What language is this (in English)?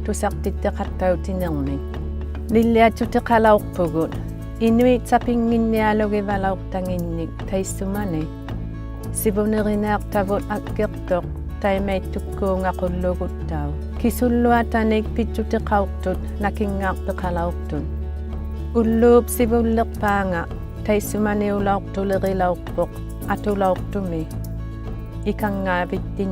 Inuktitut